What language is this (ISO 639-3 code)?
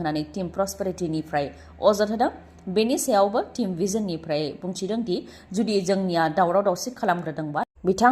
brx